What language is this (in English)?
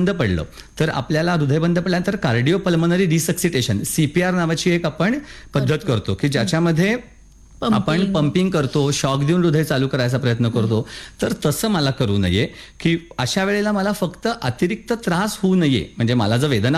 Marathi